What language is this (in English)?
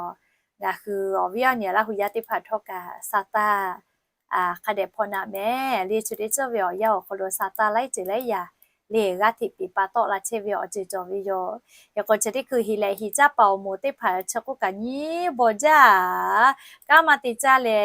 Lahu